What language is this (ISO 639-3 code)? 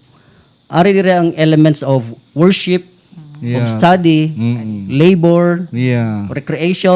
hil